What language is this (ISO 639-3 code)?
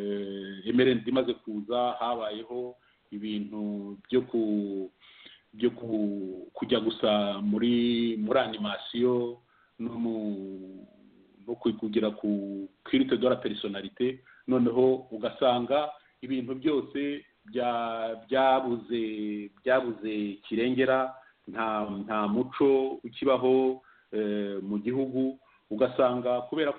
kin